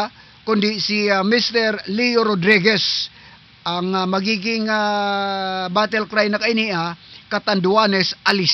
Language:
Southern Catanduanes Bikol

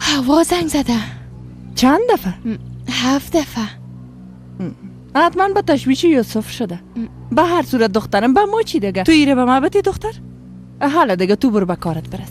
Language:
Persian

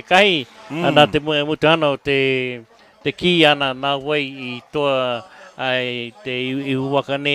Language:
Māori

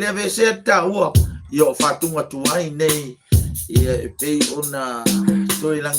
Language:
Samoan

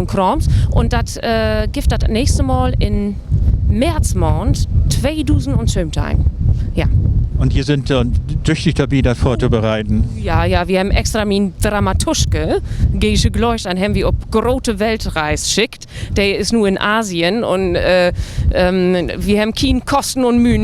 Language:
Low German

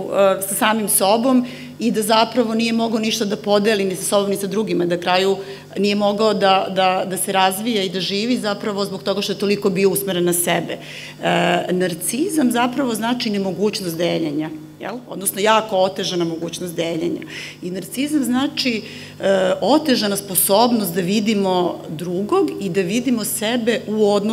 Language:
Serbian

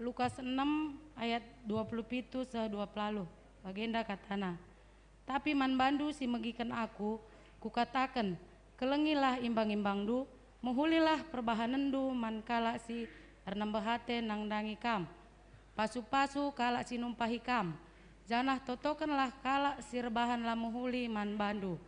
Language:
Batak Karo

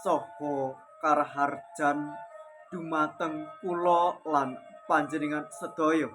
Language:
Javanese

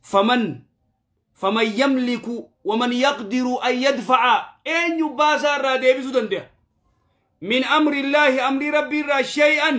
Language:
Oromo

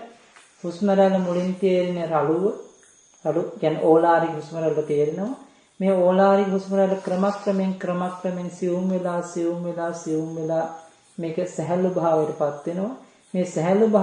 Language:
Sinhala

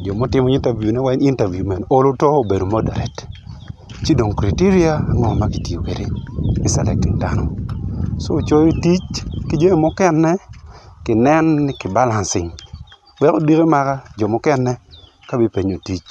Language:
Acoli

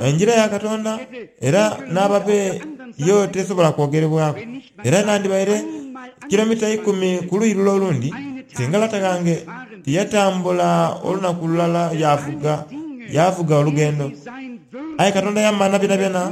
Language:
Soga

